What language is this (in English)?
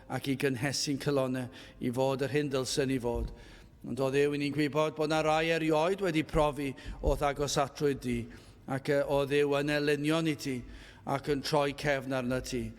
Welsh